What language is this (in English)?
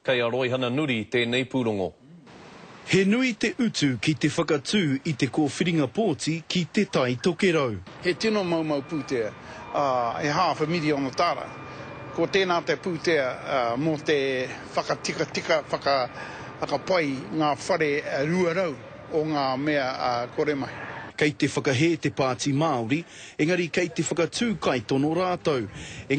Māori